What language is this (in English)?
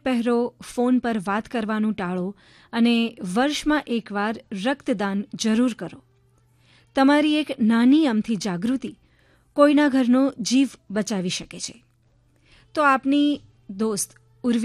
Gujarati